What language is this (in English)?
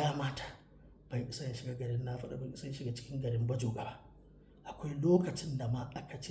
Hausa